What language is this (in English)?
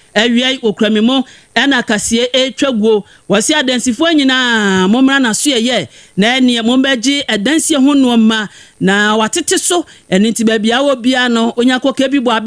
Akan